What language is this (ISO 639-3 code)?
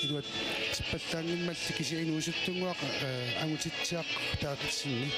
kal